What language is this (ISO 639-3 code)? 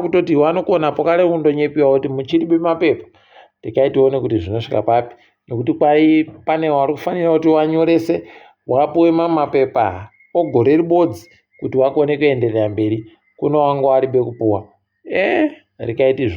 ndc